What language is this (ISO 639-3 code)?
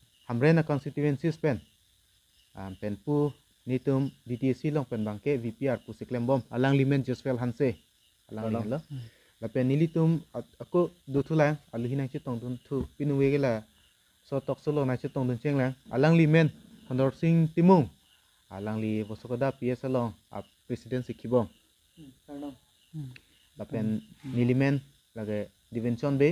mjw